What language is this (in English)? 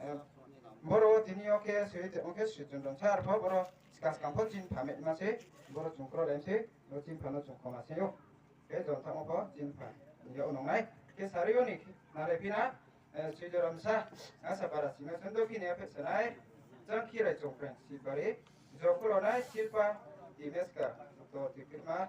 Riang (India)